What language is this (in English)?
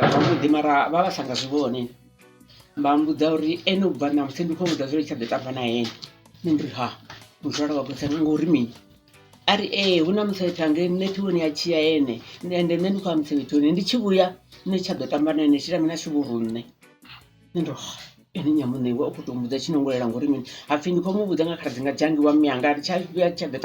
Venda